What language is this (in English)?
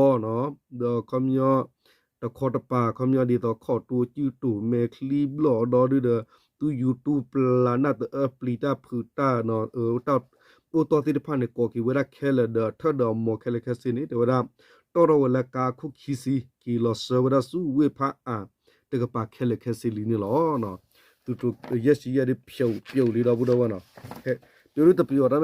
S'gaw Karen